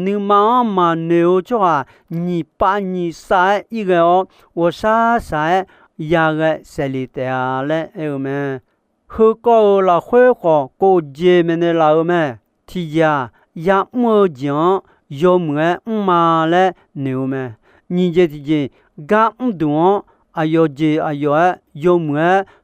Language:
Akha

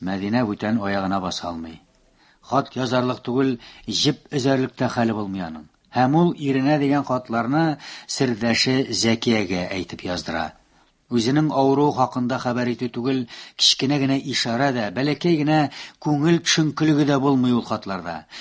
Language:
Tatar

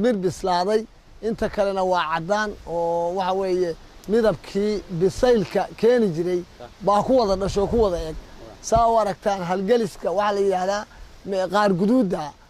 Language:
Somali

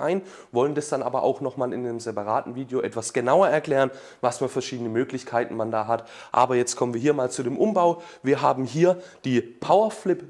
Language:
German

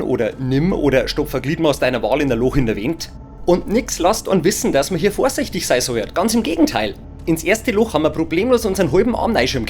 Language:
Bavarian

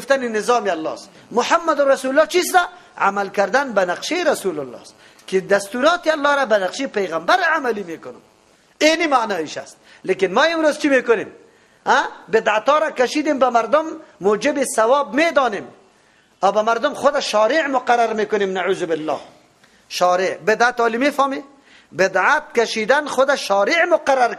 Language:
Persian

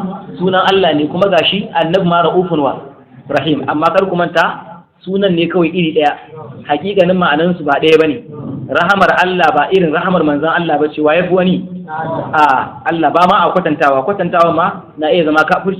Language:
Hausa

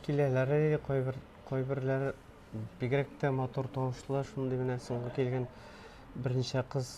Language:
Tatar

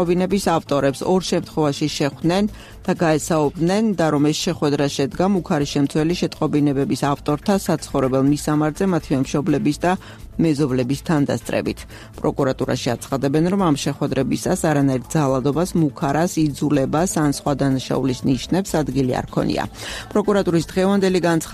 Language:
Georgian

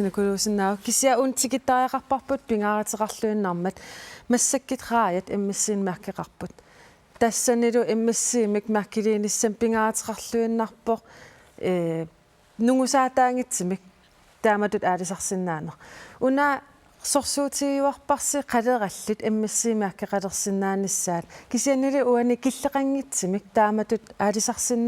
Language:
Kalaallisut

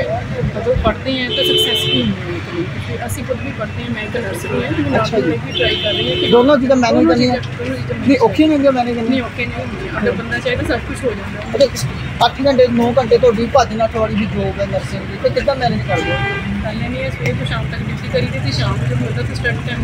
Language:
Punjabi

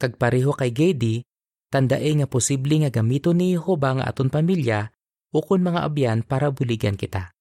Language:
Hiligaynon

